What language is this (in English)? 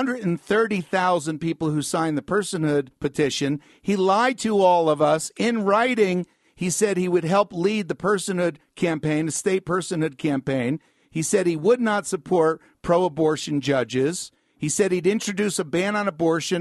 English